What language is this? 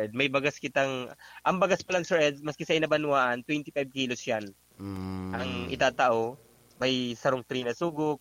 Bikol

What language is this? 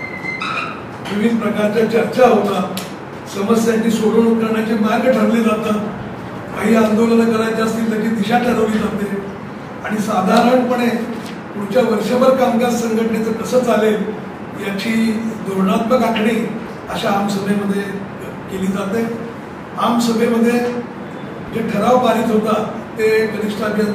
Marathi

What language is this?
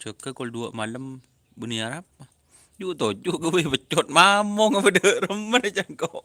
Madurese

